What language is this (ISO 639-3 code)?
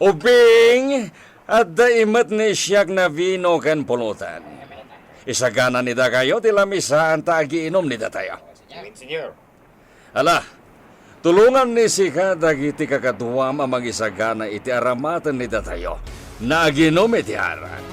ilo